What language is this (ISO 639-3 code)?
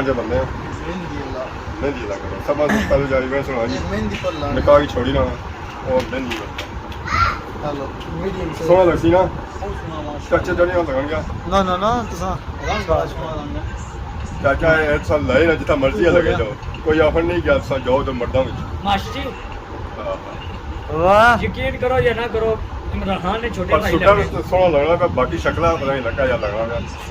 phr